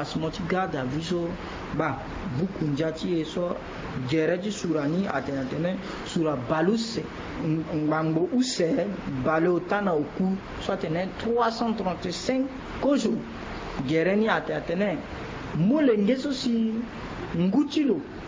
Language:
Sango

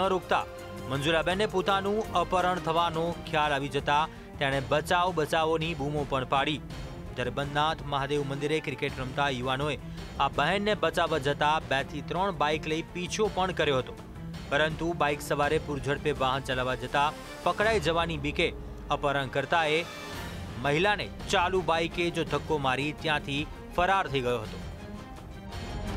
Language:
Gujarati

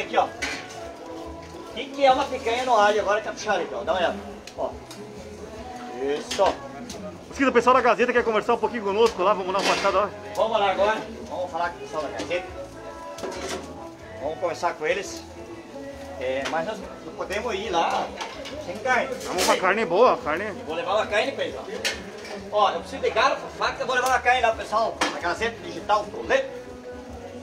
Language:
Portuguese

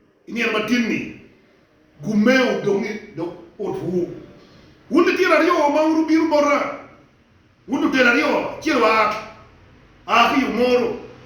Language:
Acoli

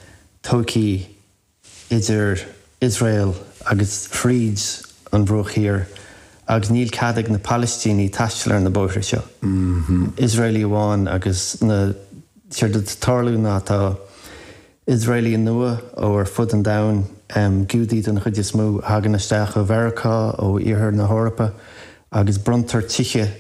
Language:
Irish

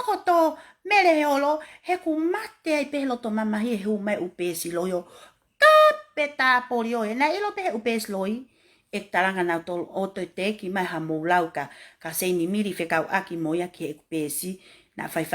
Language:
Tongan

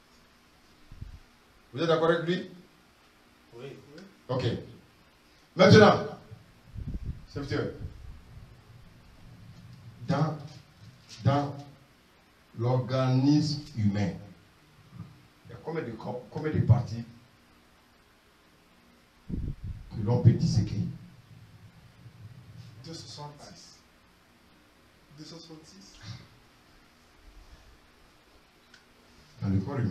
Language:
French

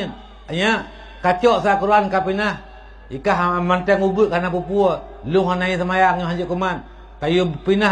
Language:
Achinese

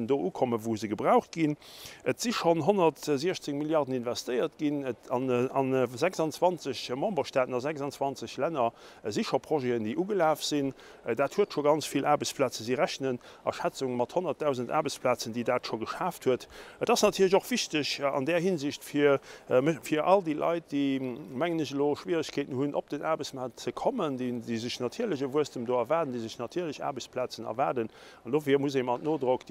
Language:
Luxembourgish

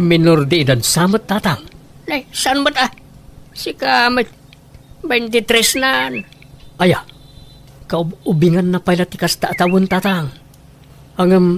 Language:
Iloko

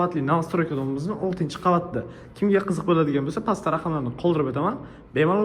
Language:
Uzbek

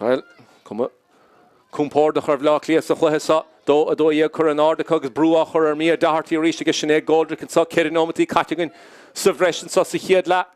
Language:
Irish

